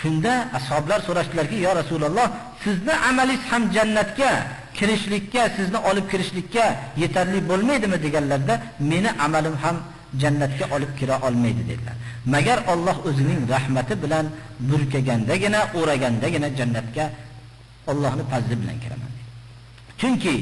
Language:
Uzbek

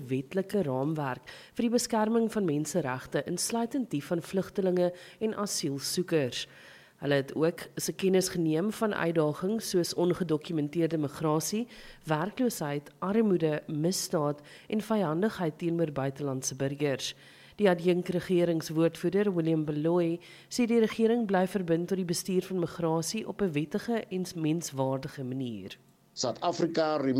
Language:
Afrikaans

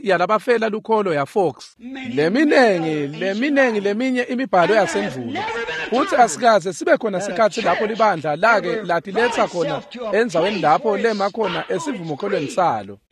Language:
Swati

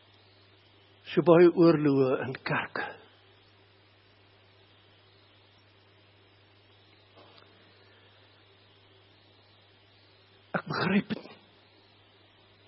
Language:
Afrikaans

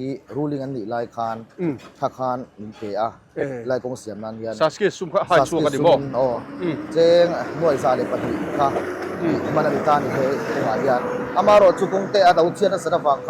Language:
Mizo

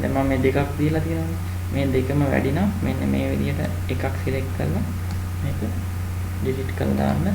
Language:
Sinhala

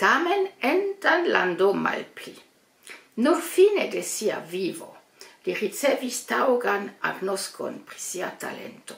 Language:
Esperanto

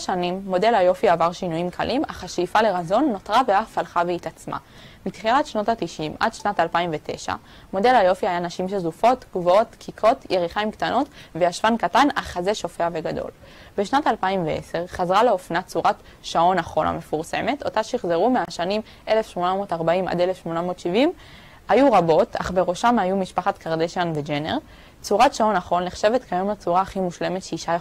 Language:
Hebrew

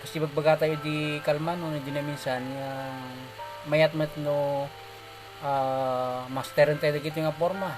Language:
Iloko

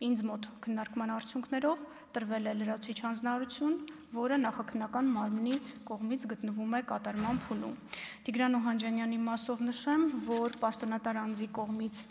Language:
Armenian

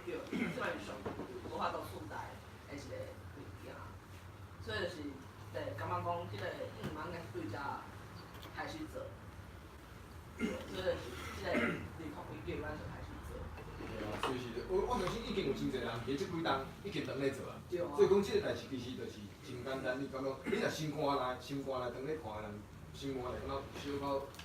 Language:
Min Nan Chinese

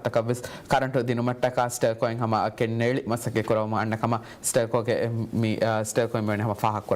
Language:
Divehi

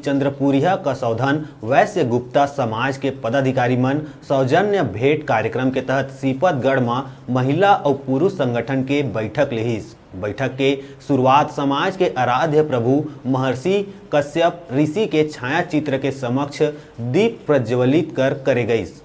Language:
Chhattisgarhi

